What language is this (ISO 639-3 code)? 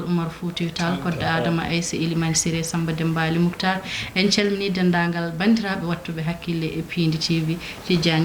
ful